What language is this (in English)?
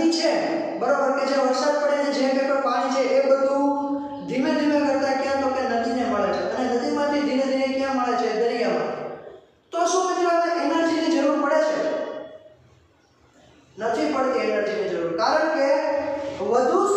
Gujarati